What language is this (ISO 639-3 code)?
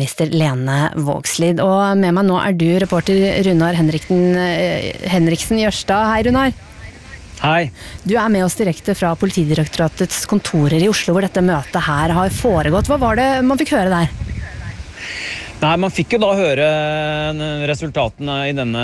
nor